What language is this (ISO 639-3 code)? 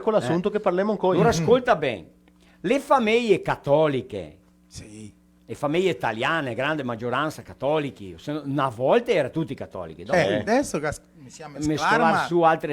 vec